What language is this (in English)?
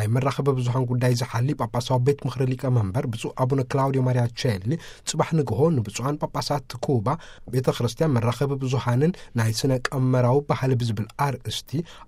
Tigrinya